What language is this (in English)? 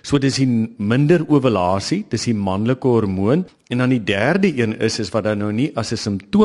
Afrikaans